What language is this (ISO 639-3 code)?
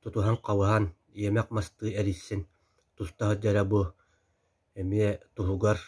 sah